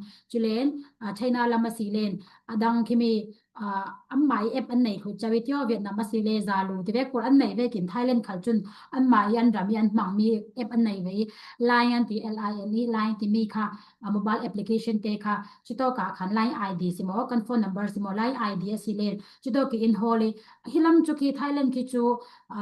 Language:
Falam Chin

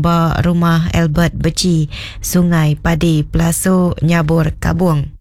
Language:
Iban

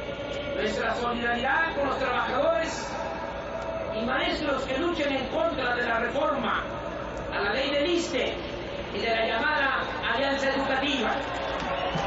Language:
Spanish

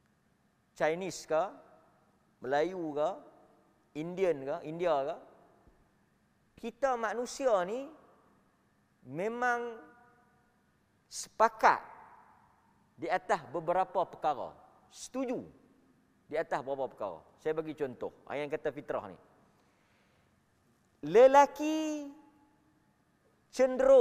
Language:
Malay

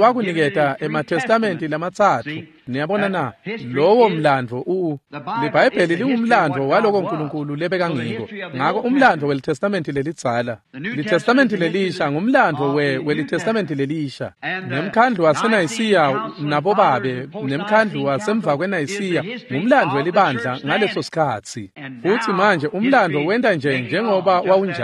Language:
Swati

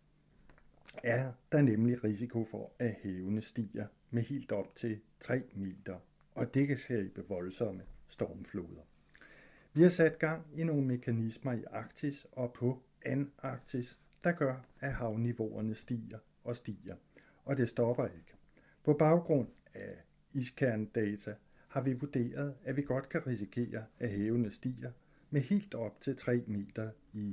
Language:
Danish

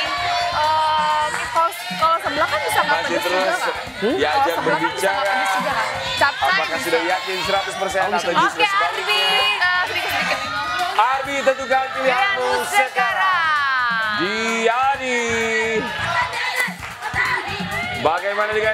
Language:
Indonesian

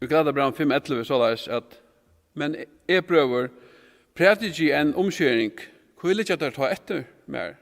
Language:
Faroese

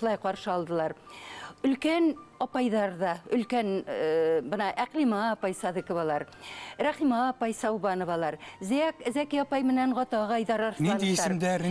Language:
Bashkir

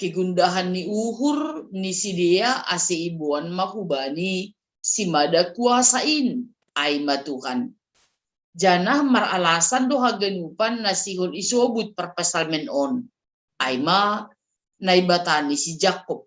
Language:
Batak Simalungun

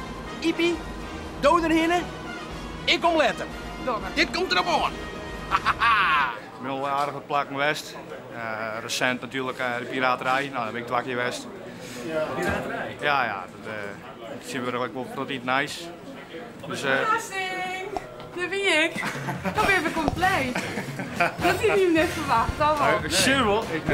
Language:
Western Frisian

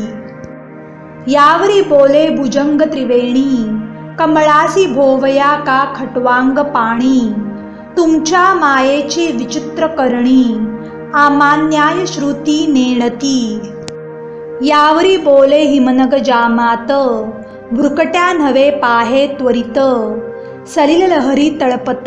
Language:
Marathi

